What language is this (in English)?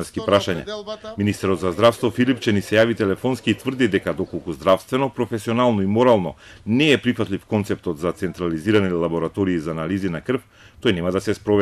Macedonian